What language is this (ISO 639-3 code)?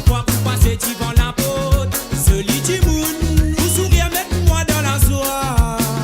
mfe